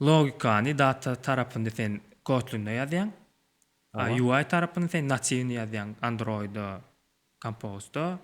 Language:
Turkmen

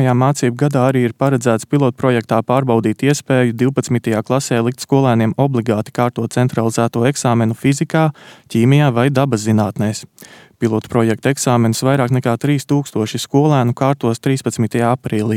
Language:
Latvian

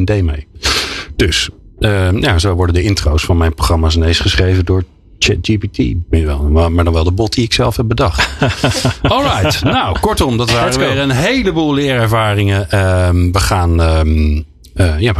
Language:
Dutch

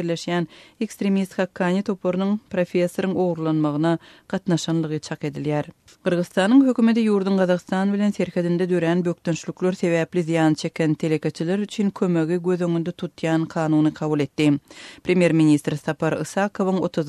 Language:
Turkmen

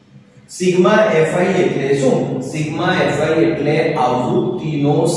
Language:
Gujarati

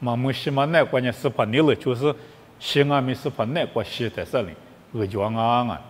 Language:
Lisu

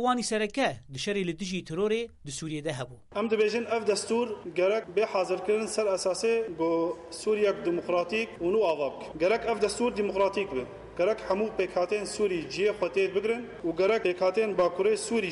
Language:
Kurdish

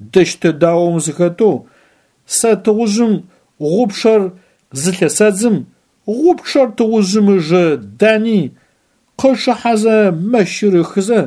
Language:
Adyghe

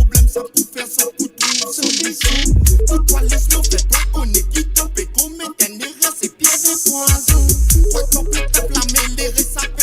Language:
Morisyen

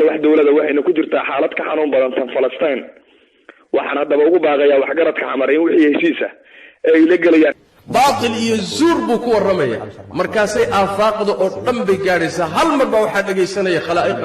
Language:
Somali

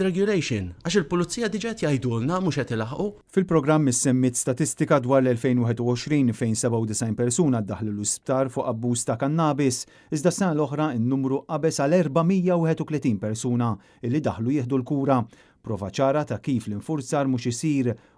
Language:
Maltese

